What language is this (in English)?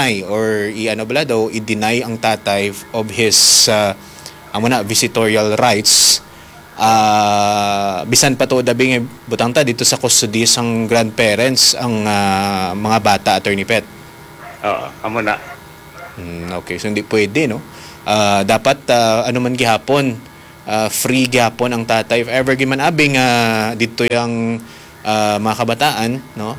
Hiligaynon